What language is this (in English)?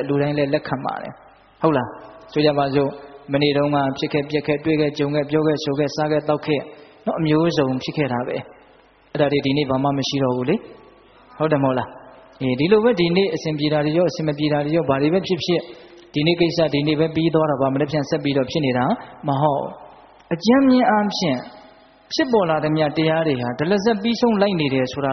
Burmese